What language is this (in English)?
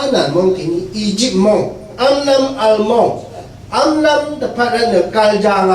Rawang